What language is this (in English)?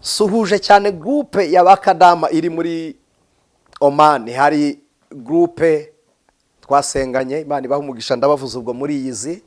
Kinyarwanda